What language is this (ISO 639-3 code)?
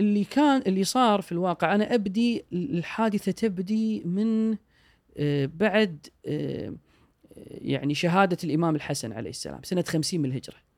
afb